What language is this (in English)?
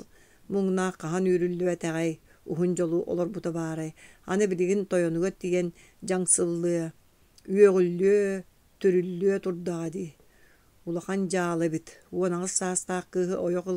Yakut